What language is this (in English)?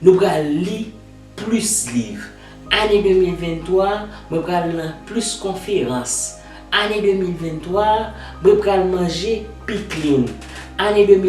Haitian Creole